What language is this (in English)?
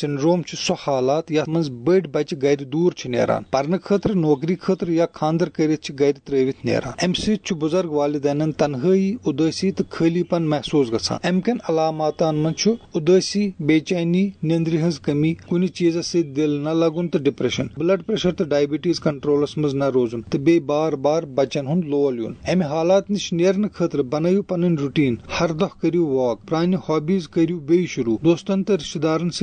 Kashmiri